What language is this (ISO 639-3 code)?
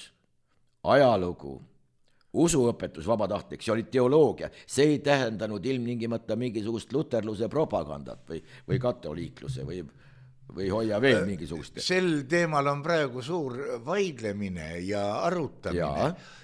est